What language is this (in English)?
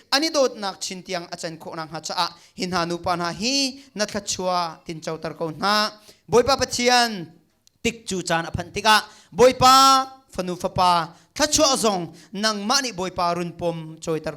Hakha Chin